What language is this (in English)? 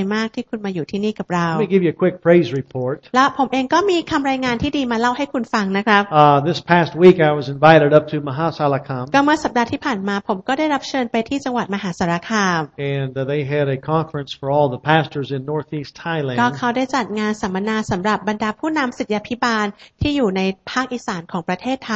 Thai